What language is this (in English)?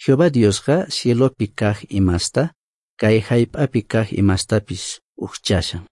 Quechua